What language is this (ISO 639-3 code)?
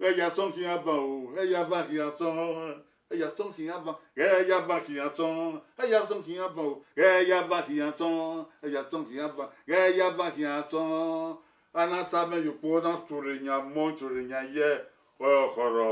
bin